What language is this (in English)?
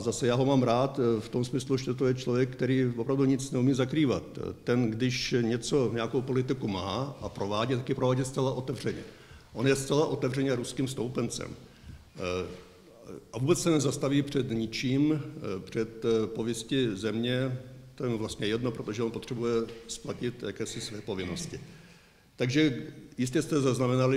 Czech